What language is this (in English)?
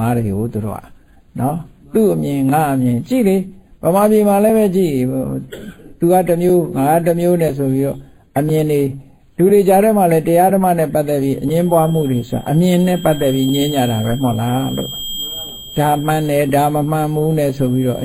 Burmese